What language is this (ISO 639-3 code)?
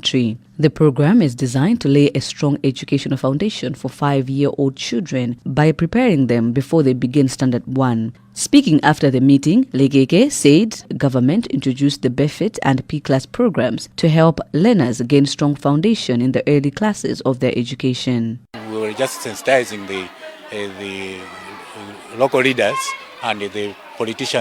eng